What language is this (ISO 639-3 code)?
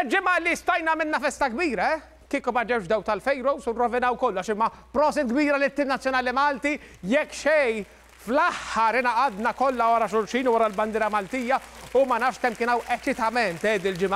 mlt